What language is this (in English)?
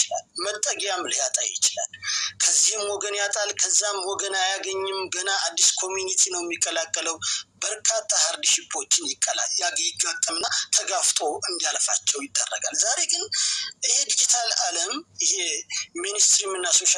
Amharic